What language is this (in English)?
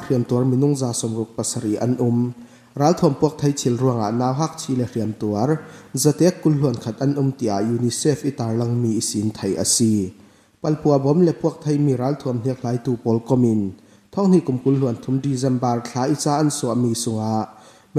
Falam Chin